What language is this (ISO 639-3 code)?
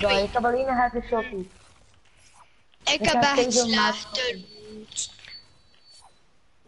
nld